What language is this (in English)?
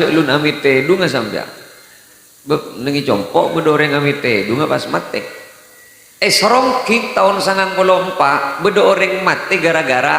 Madurese